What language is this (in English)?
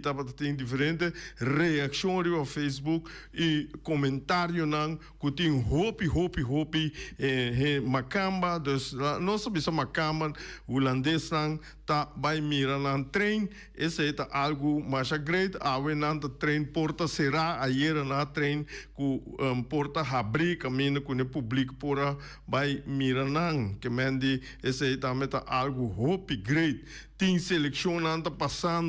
Papiamento